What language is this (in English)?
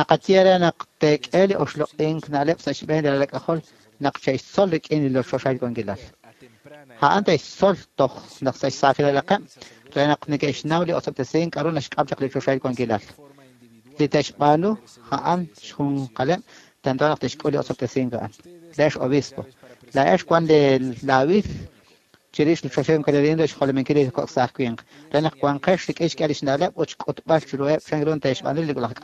Kekchí